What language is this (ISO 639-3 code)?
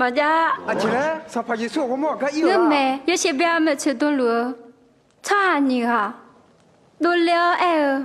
ahk